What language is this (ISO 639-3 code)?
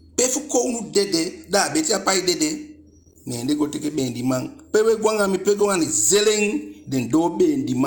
djk